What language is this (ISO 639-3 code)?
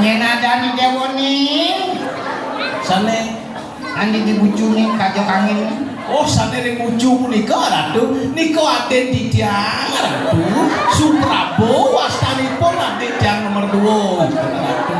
ban